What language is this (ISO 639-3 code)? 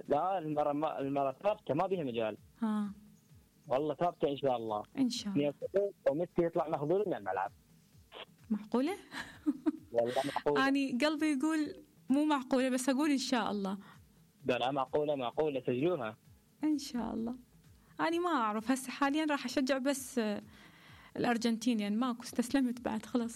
acm